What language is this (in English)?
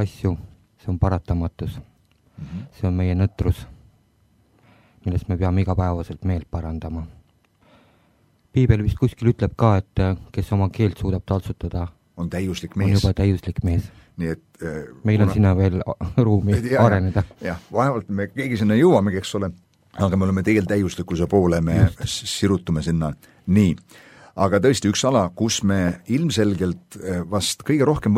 Estonian